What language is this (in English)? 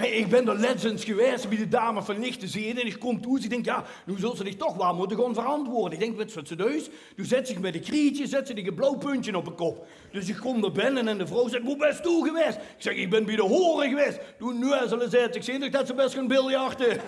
Limburgish